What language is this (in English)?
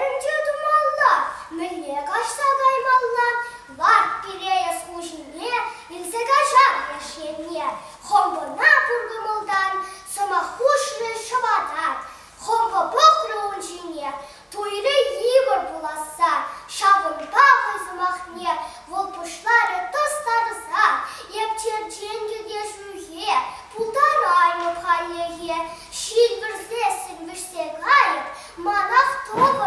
Chuvash